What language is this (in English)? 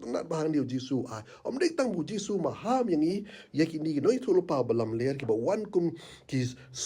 Khasi